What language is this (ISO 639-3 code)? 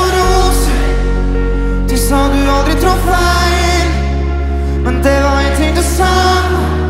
nor